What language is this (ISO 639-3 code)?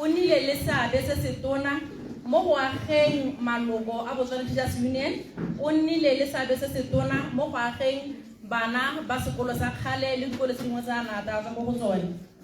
tsn